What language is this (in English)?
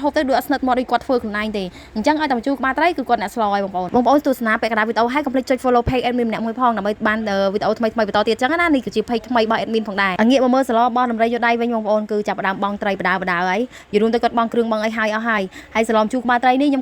Khmer